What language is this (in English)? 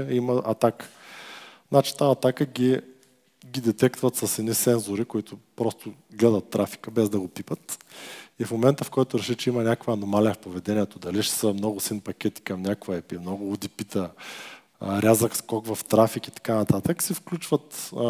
Bulgarian